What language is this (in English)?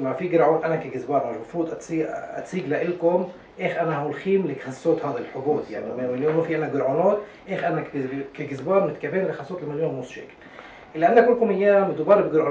North Levantine Arabic